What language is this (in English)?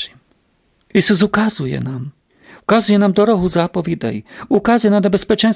Rusyn